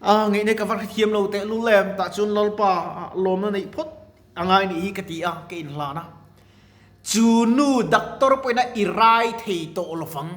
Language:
Mizo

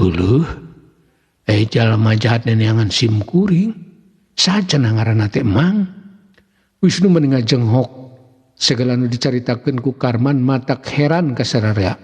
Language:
Sundanese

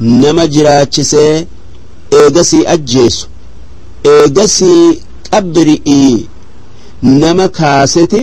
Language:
Oromo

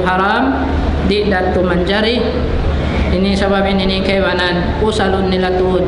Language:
Tausug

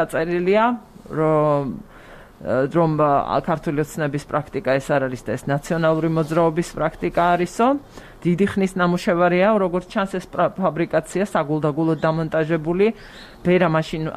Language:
Georgian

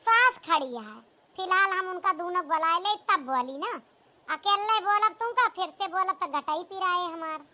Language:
Awadhi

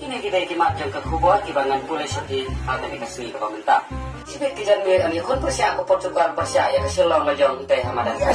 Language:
Khasi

